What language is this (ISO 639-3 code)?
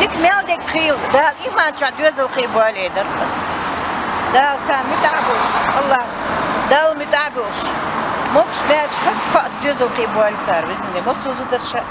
che